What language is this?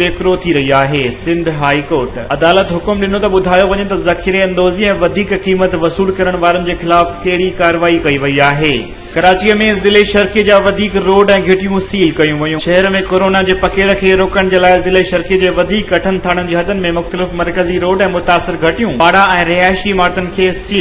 Sindhi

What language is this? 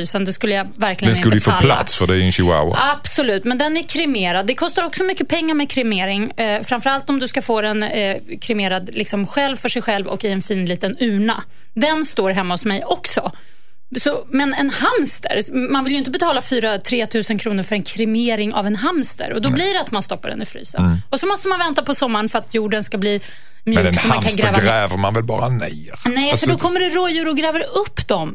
Swedish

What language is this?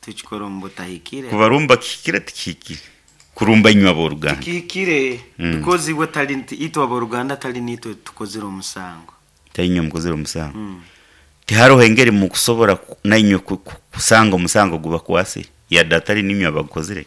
Nyankole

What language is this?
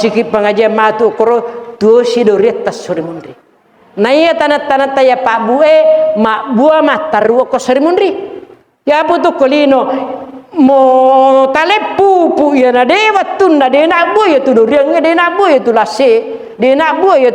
Buginese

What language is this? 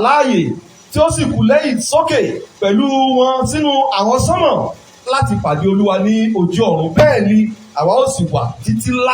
Yoruba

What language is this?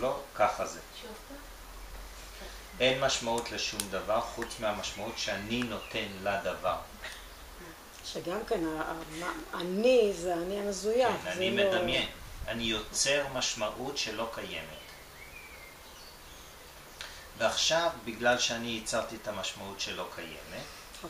Hebrew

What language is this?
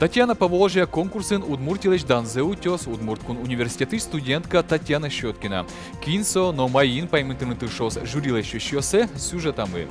Udmurt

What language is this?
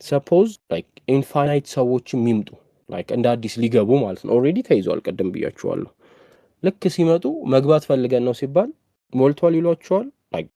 Amharic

